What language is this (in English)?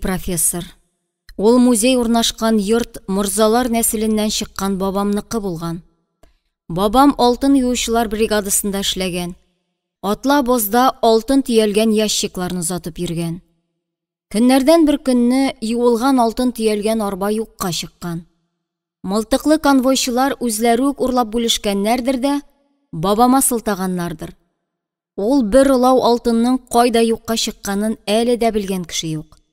Tatar